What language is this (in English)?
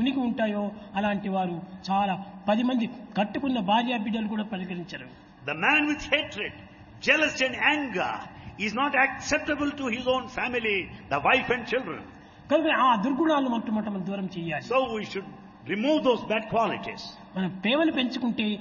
Telugu